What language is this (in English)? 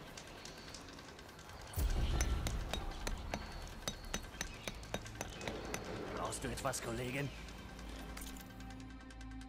German